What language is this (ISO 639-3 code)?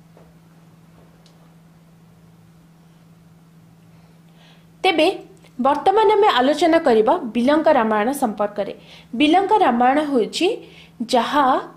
ori